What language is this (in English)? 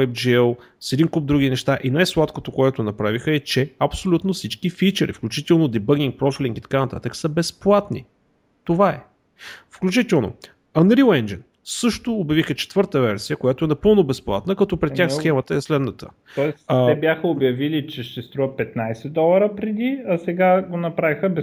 Bulgarian